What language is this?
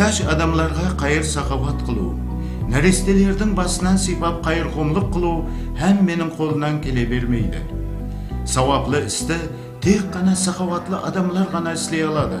Kara-Kalpak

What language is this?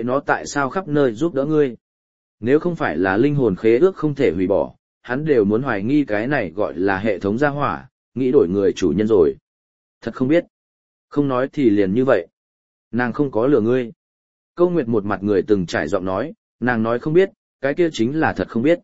Vietnamese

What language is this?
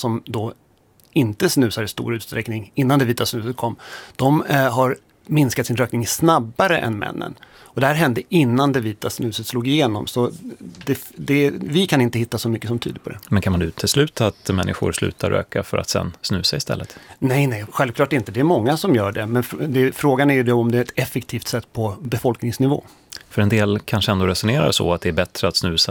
Swedish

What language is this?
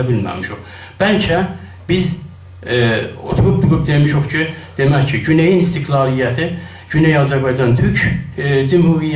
South Azerbaijani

